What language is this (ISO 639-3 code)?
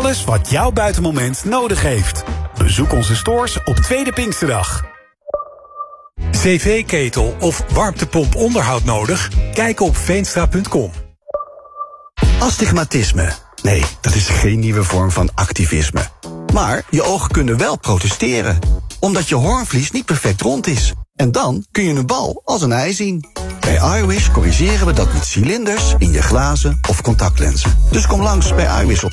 nld